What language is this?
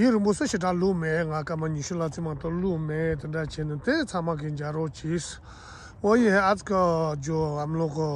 Tibetan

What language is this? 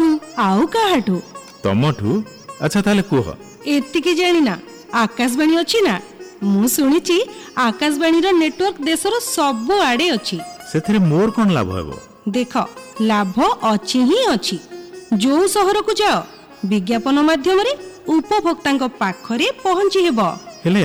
Odia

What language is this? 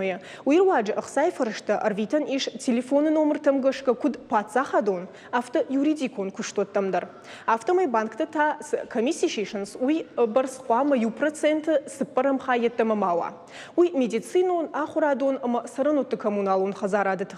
Ossetic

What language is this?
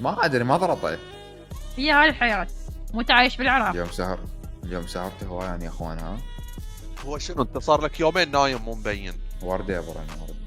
Mesopotamian Arabic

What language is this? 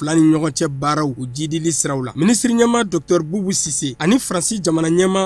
Bambara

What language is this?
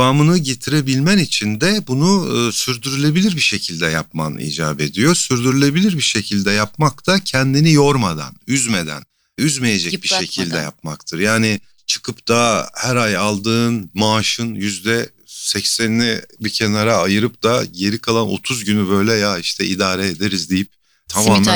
Turkish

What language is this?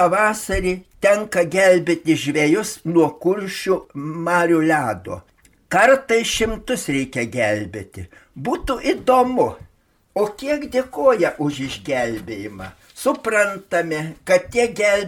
Lithuanian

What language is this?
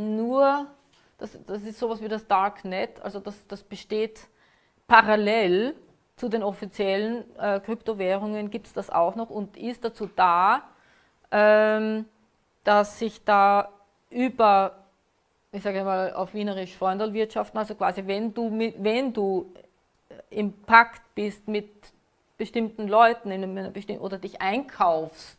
German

